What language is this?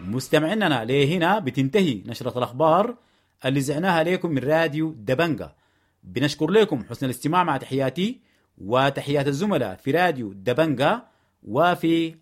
Sudanese Arabic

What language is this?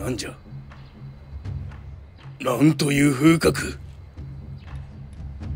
Japanese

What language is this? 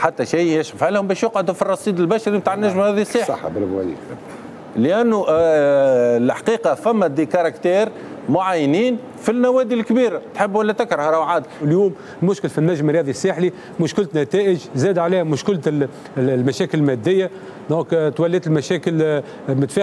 Tunisian Arabic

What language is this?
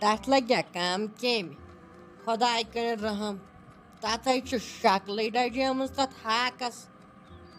Kashmiri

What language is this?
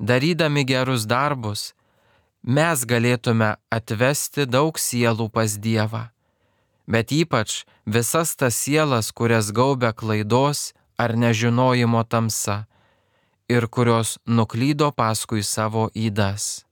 Lithuanian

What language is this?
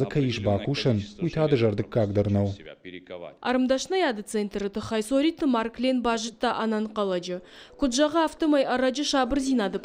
Ossetic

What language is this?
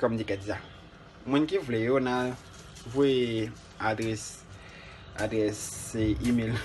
Haitian Creole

